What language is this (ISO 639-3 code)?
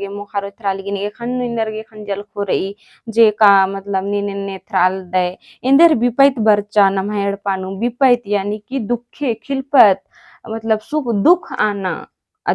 kru